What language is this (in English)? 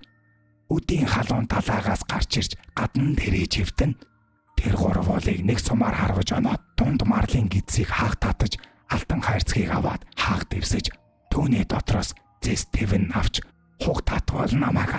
Mongolian